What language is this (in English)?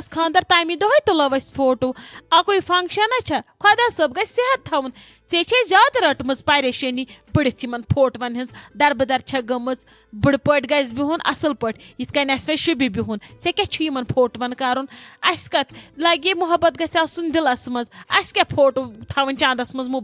Kashmiri